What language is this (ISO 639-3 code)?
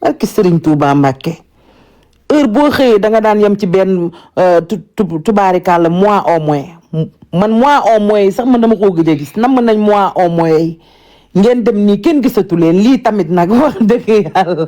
wol